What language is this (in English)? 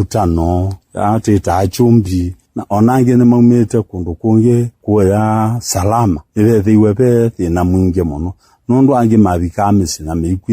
Kamba